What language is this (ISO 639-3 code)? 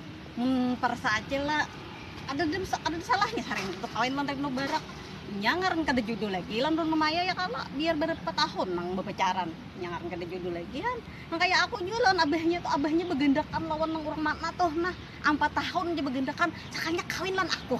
bjn